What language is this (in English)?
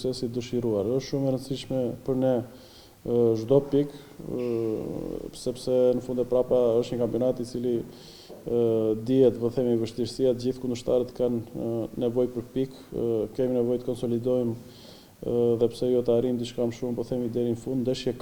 Albanian